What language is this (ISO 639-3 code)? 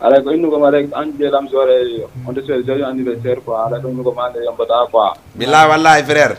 ful